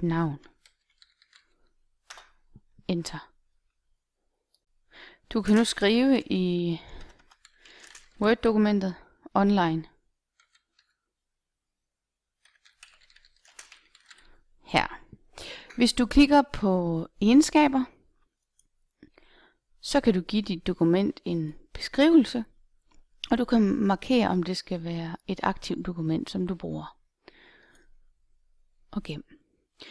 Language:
Danish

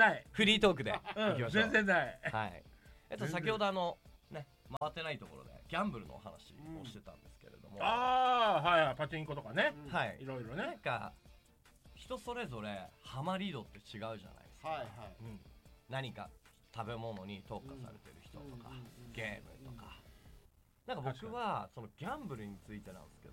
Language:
Japanese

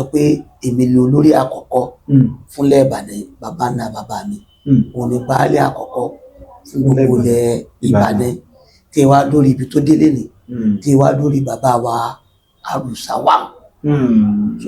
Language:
Yoruba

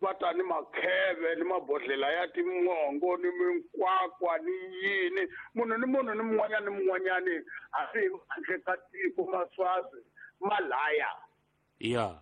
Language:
Tsonga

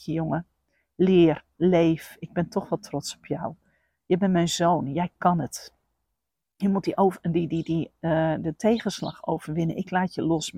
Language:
Dutch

